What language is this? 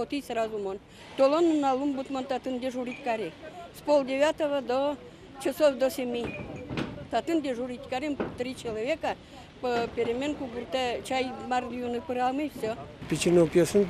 Udmurt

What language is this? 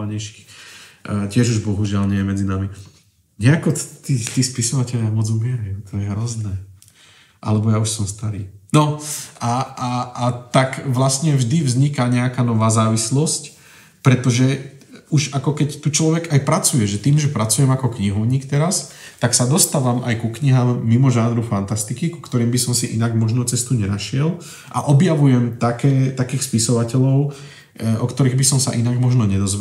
Slovak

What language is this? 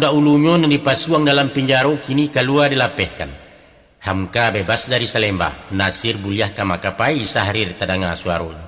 Minangkabau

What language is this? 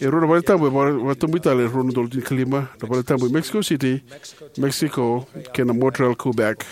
Fijian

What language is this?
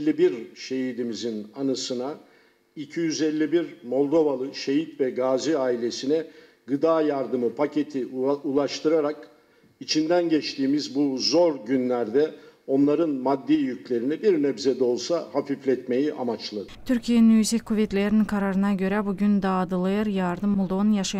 Gagauz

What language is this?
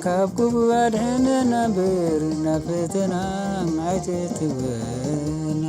Tigrinya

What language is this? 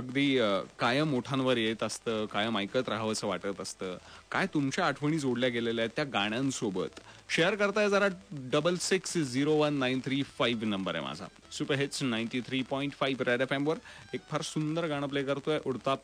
Marathi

